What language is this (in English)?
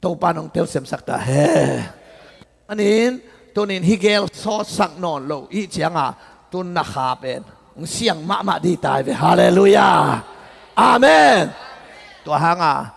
Tedim Chin